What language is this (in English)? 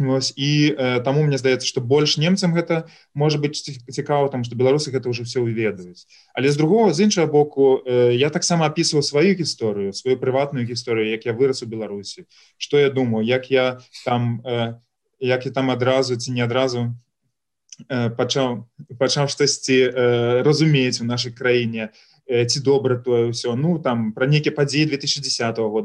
Belarusian